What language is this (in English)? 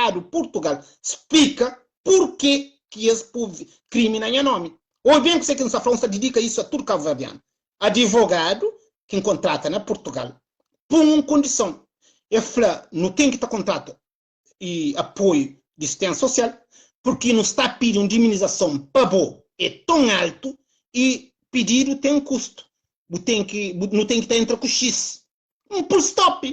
Kabuverdianu